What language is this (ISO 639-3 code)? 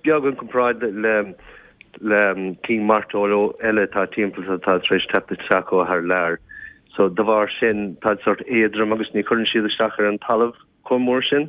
gle